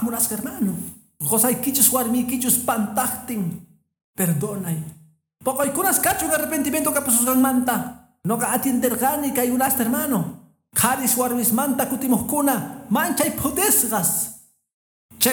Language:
Quechua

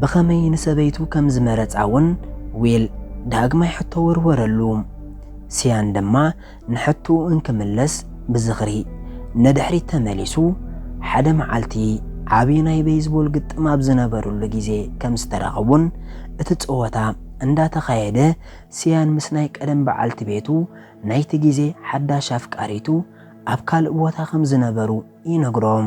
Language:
Tigrinya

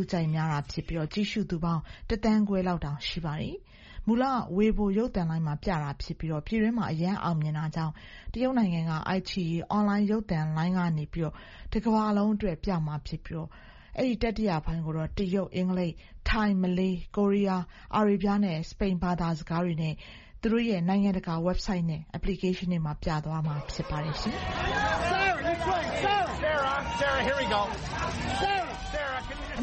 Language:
Burmese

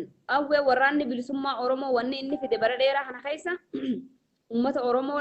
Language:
Oromo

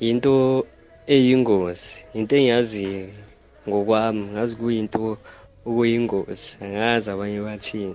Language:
South Ndebele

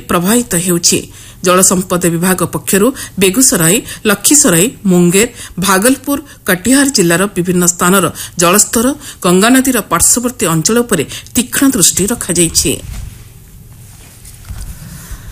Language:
Odia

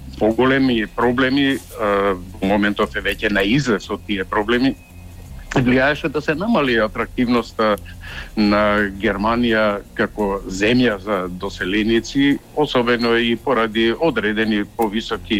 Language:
Macedonian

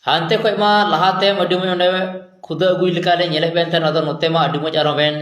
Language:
Santali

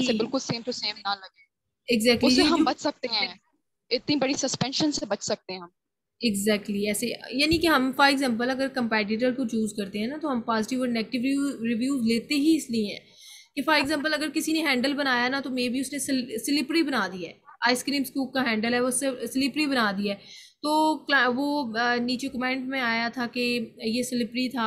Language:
Hindi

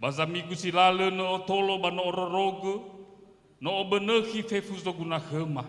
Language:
Nias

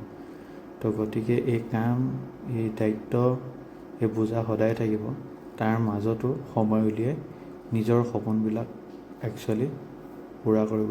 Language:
Assamese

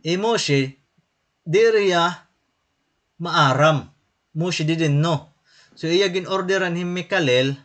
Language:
Waray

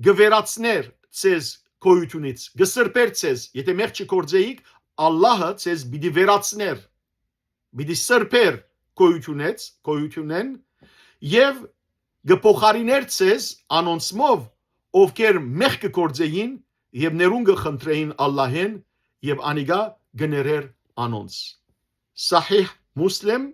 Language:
Western Armenian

